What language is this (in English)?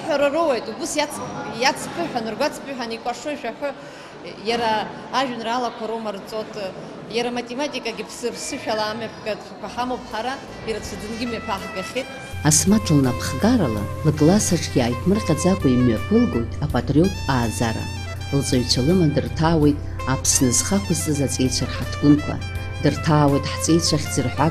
Abkhazian